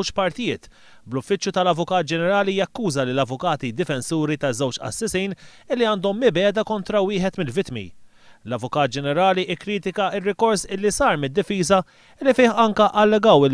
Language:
Maltese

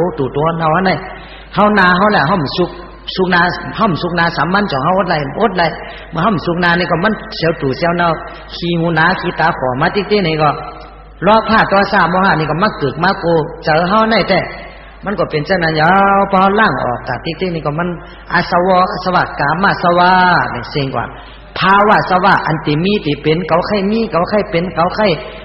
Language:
Shan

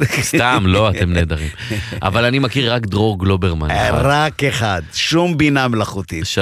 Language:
Hebrew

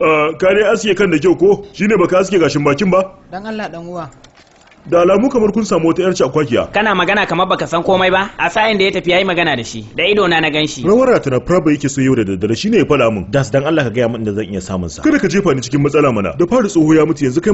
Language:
Hausa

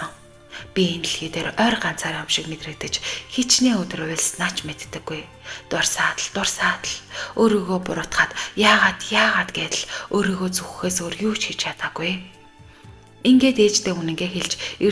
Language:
Mongolian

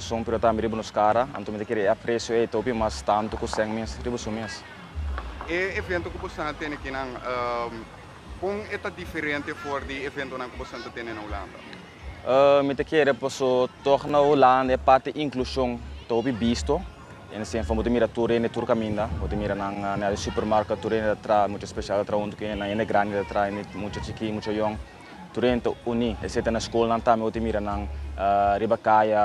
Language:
Papiamento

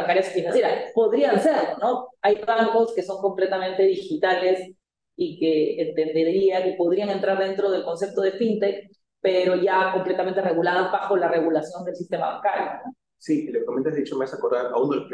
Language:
Spanish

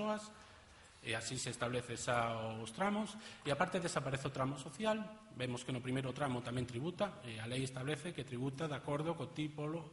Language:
Galician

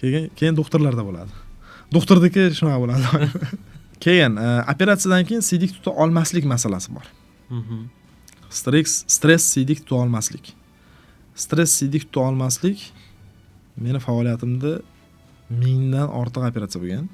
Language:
Uzbek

